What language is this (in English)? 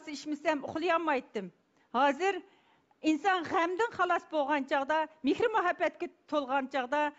Uyghur